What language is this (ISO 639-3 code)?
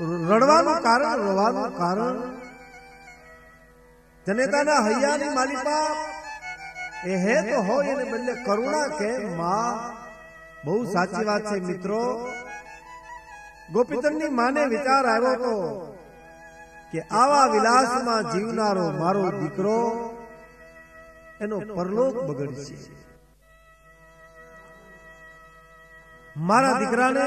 guj